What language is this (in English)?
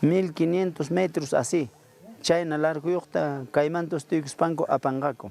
Ayacucho Quechua